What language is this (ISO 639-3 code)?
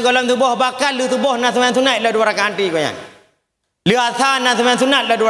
ace